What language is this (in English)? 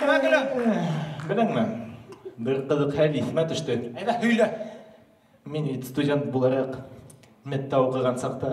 Bashkir